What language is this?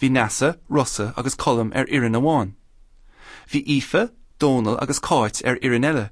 Irish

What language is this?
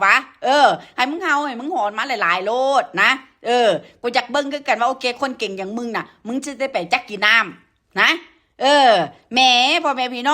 Northeastern Thai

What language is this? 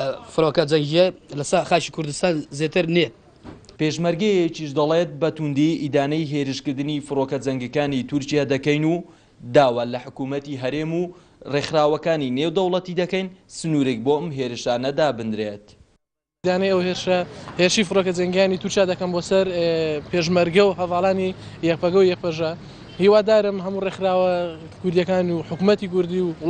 Central Kurdish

